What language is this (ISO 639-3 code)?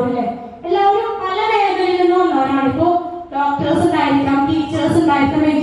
mal